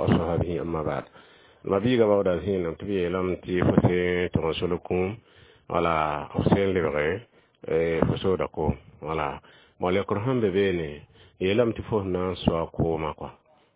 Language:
Mossi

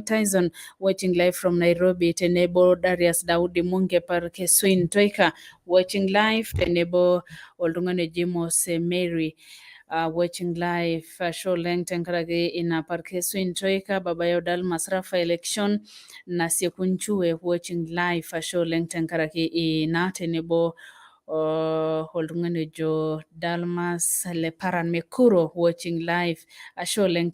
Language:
Masai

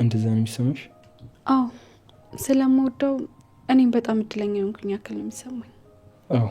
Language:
Amharic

